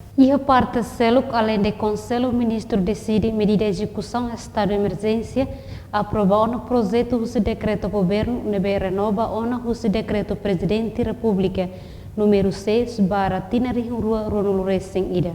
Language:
Tetum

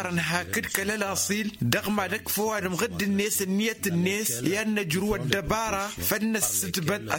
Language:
Tamasheq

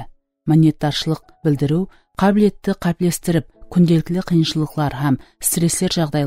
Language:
Kara-Kalpak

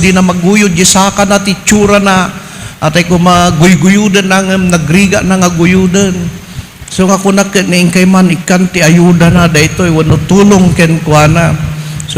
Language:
Iloko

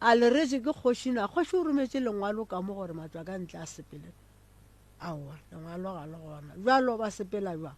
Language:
Northern Sotho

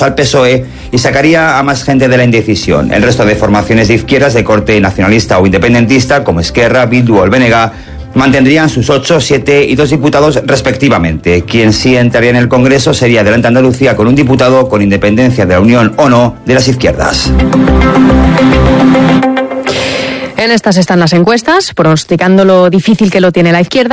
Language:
Spanish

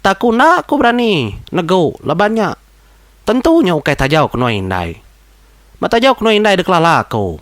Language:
Iban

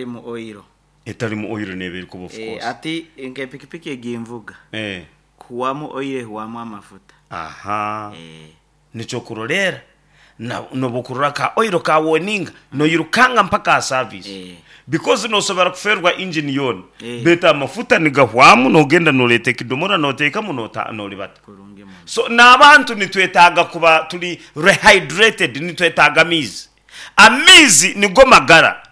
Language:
Nyankole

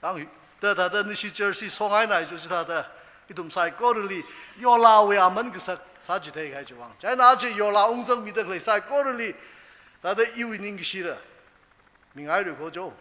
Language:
Tangkhul Naga (India)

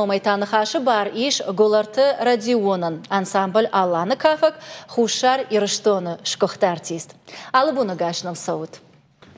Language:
Ossetic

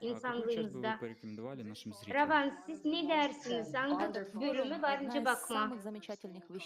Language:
Gagauz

